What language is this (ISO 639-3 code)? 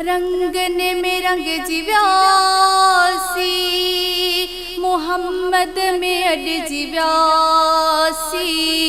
snd